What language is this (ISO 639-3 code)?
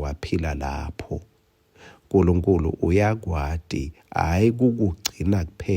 ssw